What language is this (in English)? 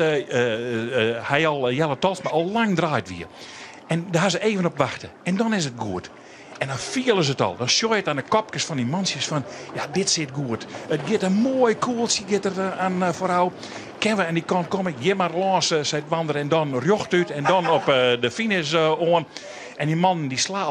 Western Frisian